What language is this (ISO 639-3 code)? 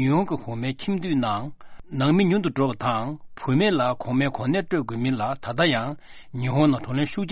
bod